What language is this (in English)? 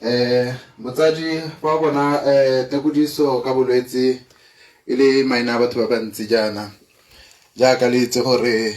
Tswana